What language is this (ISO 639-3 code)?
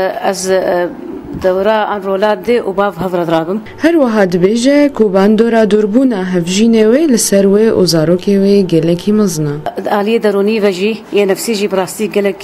kur